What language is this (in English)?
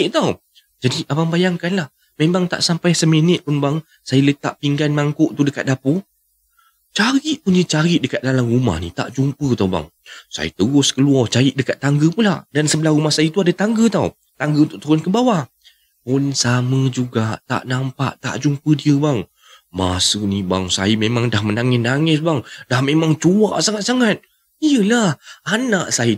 Malay